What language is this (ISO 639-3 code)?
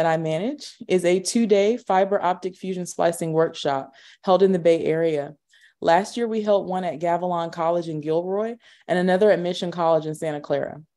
eng